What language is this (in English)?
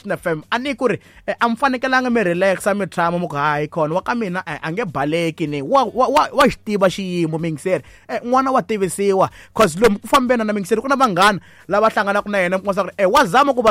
Tsonga